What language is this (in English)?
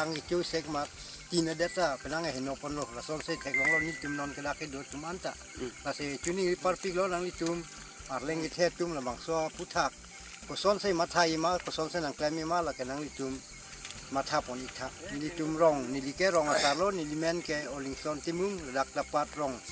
Karbi